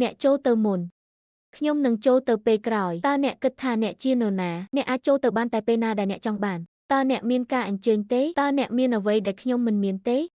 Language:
Khmer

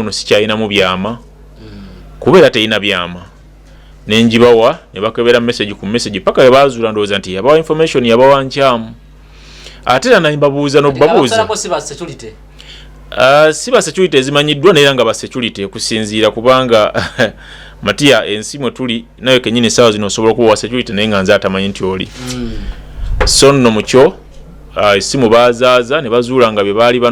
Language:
Ganda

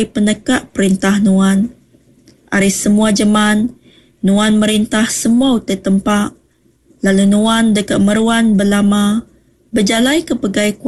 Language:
Iban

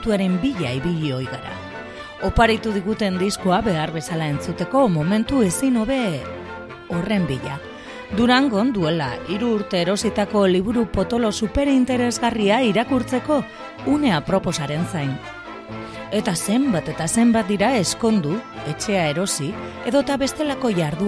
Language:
Basque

